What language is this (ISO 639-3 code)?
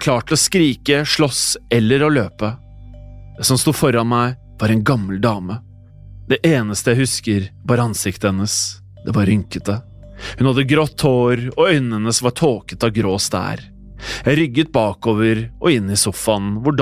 nor